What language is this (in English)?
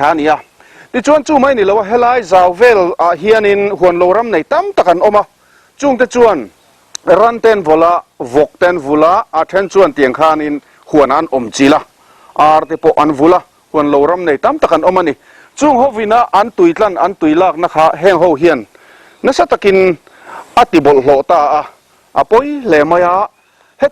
Mizo